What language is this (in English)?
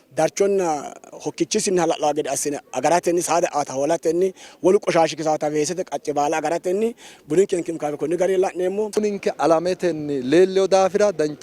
Sidamo